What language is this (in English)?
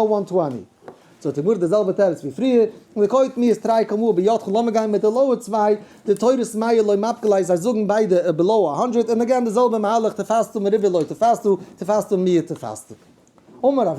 Yiddish